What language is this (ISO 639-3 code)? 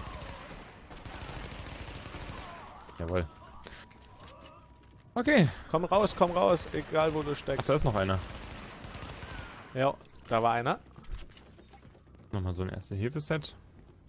deu